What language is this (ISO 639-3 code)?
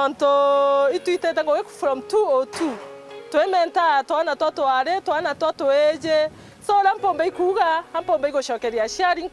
mer